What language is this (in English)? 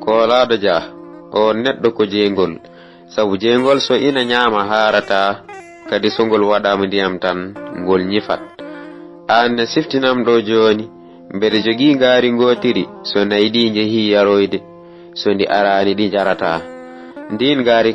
Fula